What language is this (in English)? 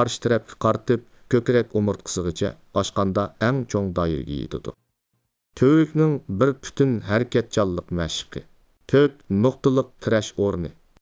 Uyghur